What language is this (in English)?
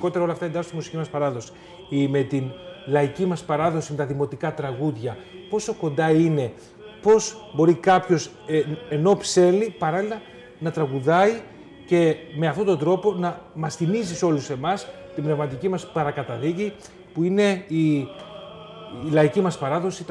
Greek